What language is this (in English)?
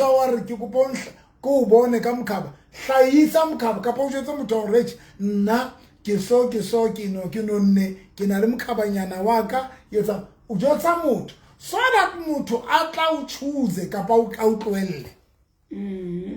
Southern Sotho